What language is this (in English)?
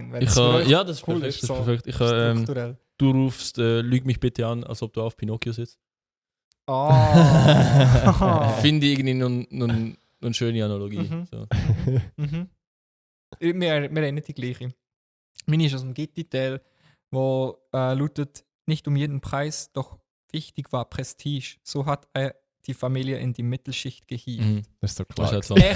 Swiss German